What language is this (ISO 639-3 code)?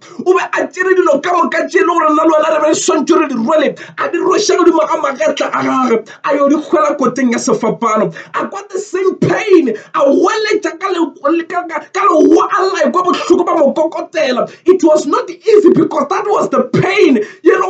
nso